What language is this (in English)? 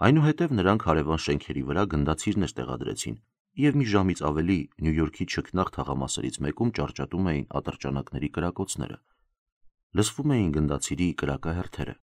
Armenian